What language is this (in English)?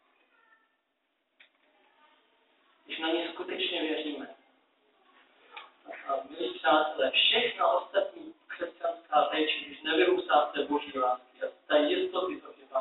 Czech